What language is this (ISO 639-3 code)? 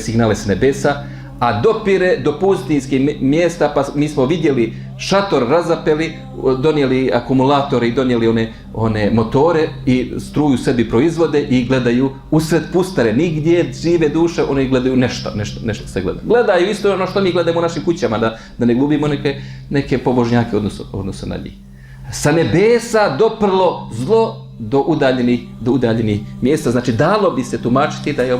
bos